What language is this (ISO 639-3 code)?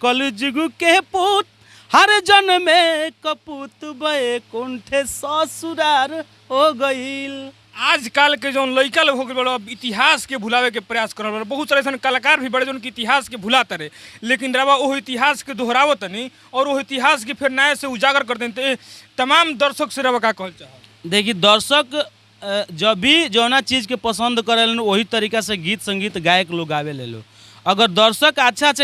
bho